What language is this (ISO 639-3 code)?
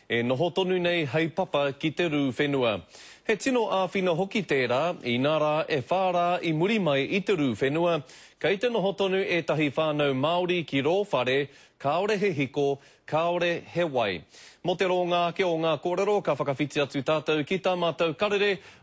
mri